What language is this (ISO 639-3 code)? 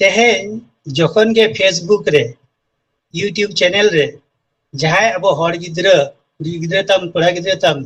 sat